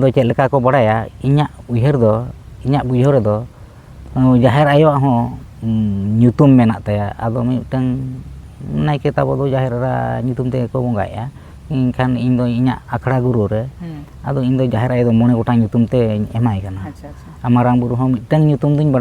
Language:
Santali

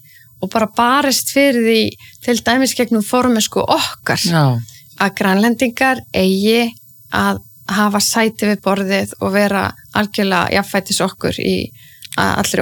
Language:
Icelandic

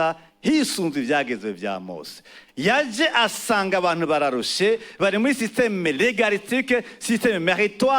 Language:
Rundi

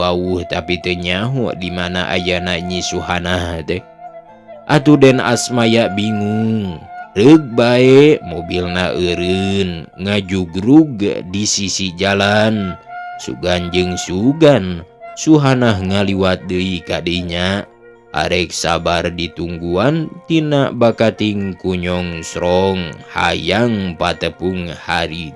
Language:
Sundanese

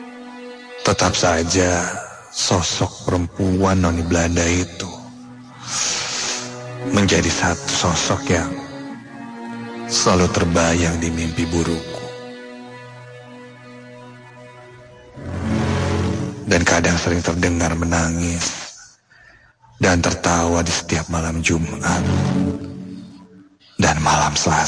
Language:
Indonesian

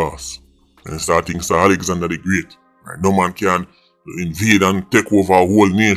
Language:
Jamaican Creole English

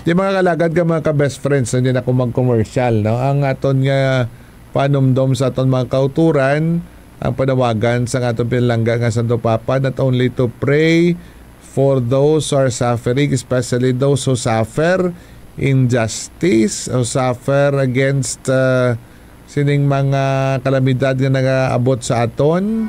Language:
Hiligaynon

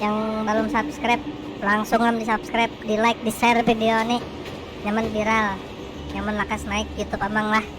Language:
Banjar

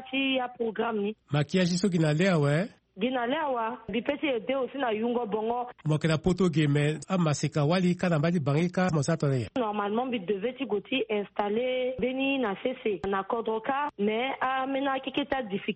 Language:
Sango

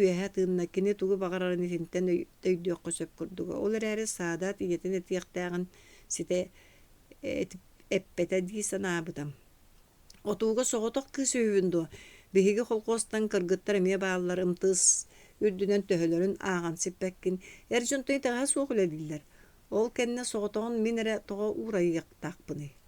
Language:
Yakut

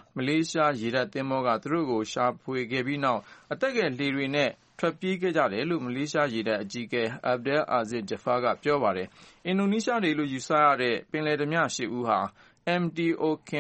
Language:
Burmese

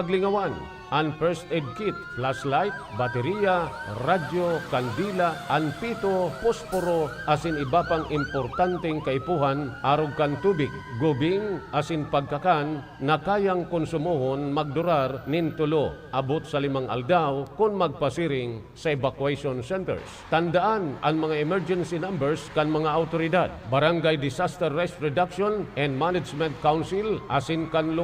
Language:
Bikol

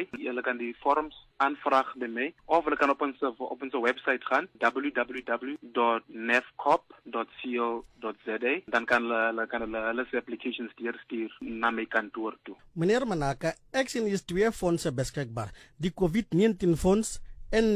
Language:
Afrikaans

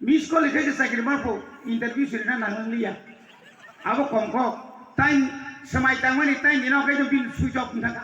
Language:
Kok Borok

